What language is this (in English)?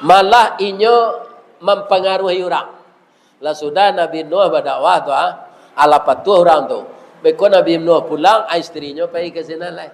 Minangkabau